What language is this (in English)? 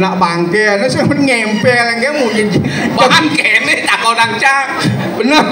Balinese